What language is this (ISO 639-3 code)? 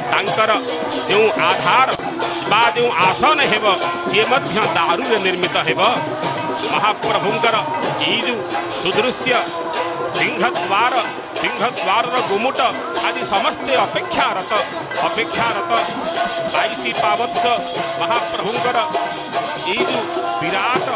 ori